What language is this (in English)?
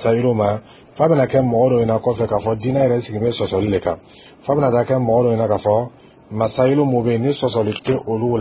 Dyula